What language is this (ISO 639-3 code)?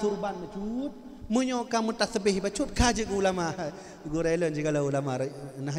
ace